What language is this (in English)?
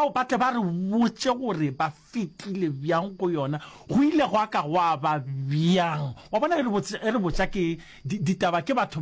Northern Sotho